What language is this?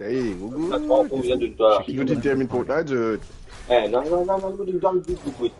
Morisyen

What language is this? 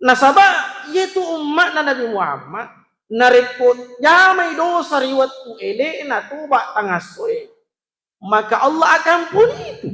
Buginese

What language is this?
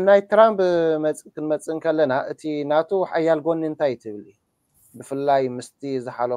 Tigrinya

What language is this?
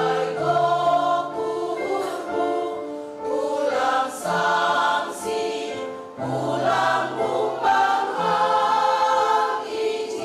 Batak Simalungun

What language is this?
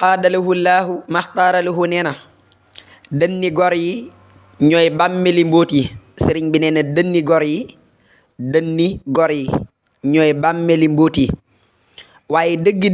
Wolof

